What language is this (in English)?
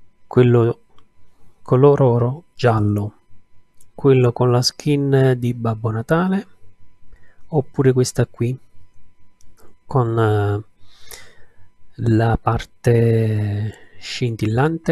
Italian